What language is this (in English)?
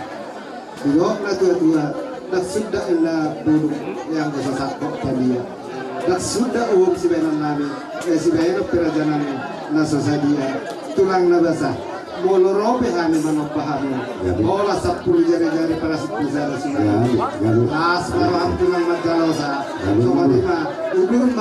Batak Toba